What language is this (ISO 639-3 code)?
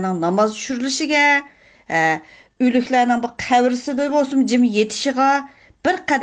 uig